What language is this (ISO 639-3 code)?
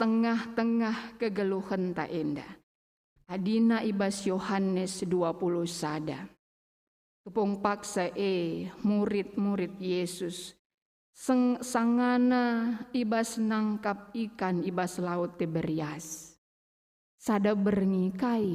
btx